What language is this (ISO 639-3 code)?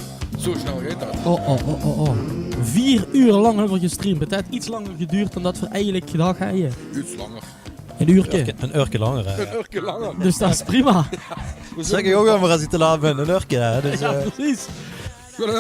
lim